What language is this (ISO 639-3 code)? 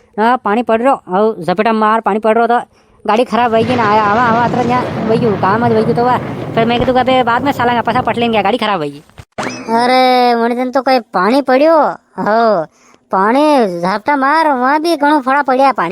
raj